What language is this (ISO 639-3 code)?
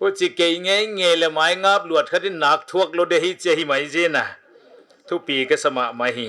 pck